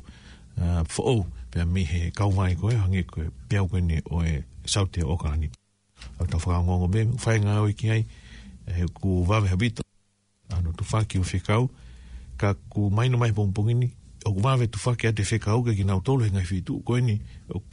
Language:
Tongan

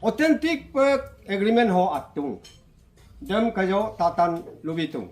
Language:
Adi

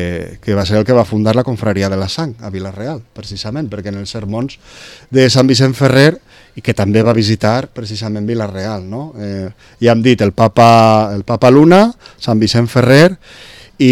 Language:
Catalan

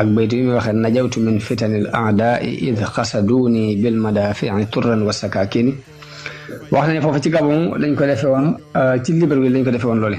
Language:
Wolof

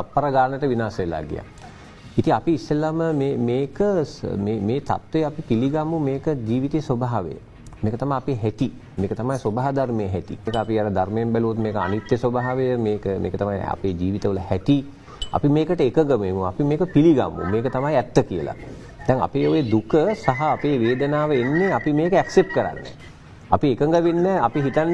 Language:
Sinhala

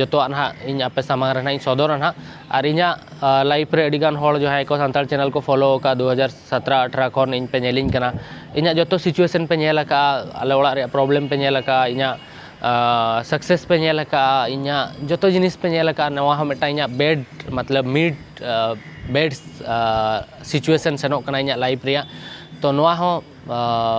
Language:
Santali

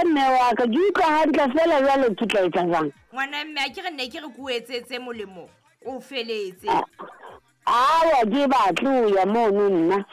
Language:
Southern Sotho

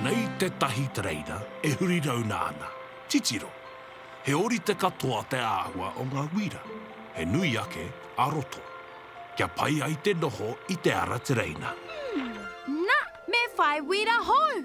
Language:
Māori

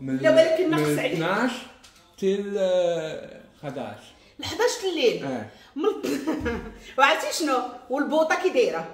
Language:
Moroccan Arabic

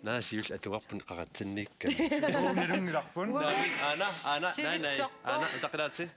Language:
Kalaallisut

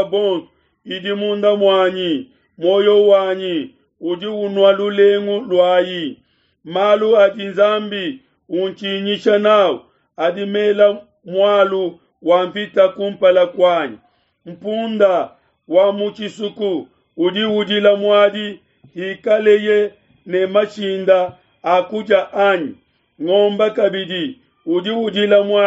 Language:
Luba-Lulua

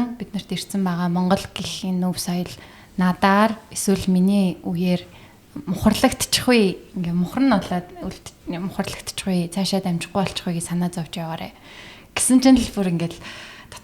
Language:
Mongolian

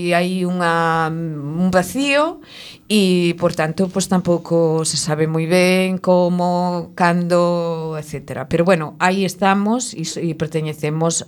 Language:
Galician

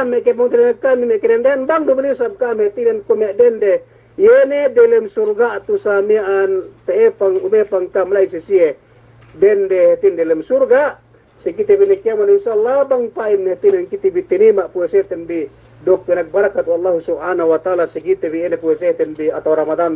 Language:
Yakan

